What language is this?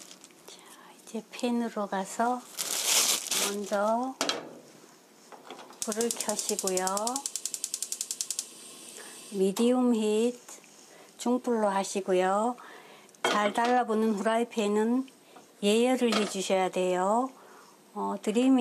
Korean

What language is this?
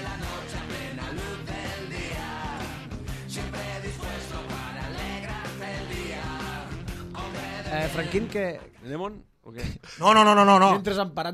Catalan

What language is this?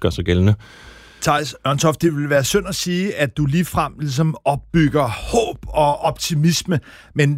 Danish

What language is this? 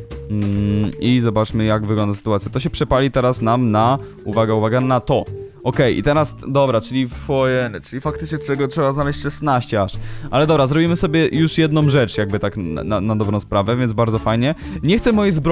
Polish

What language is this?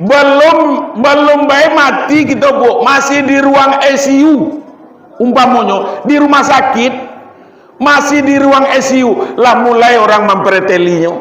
Minangkabau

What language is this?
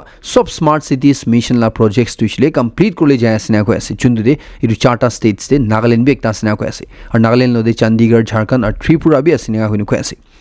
Naga Pidgin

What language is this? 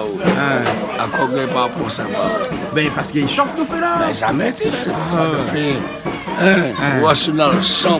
Réunion Creole French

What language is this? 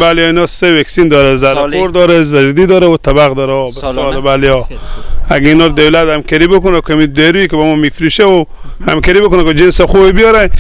Persian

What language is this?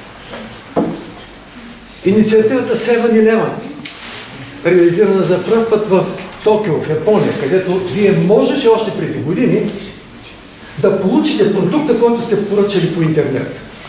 Bulgarian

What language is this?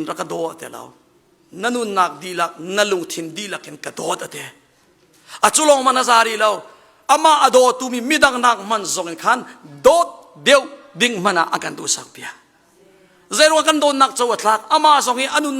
Hakha Chin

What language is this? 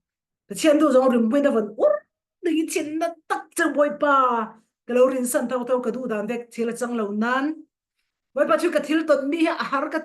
Falam Chin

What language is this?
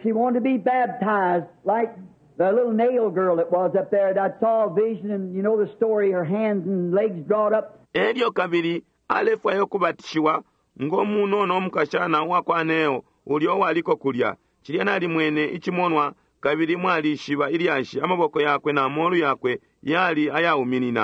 Bemba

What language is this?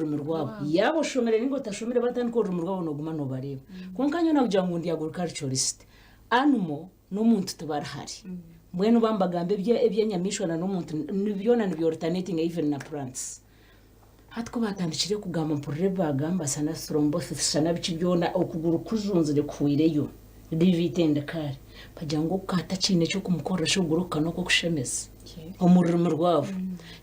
Nyankole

